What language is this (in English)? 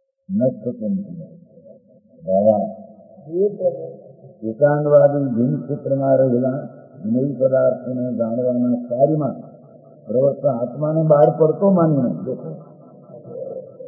Gujarati